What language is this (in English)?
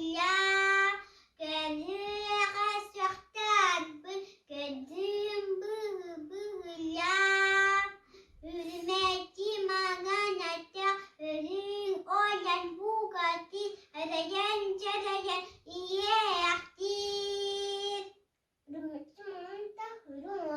Yakut